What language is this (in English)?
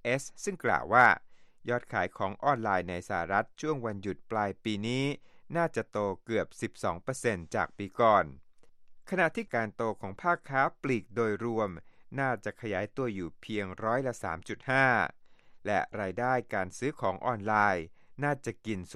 Thai